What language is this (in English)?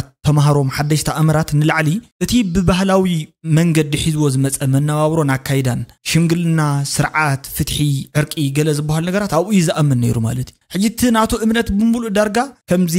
Tigrinya